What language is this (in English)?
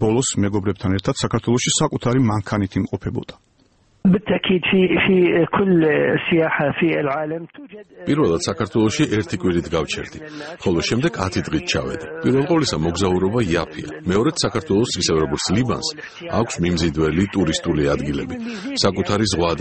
Georgian